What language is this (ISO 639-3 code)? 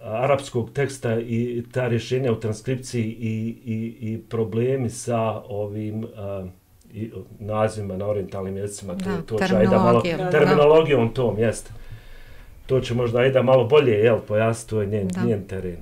bos